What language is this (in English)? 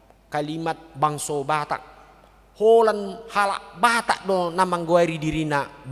Batak Toba